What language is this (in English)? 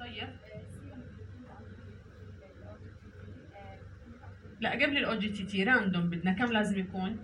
North Levantine Arabic